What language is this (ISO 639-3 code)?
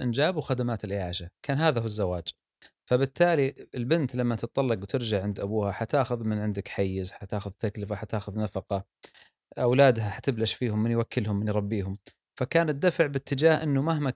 afb